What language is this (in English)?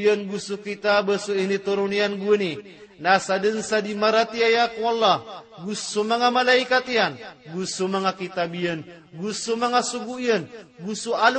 Maranao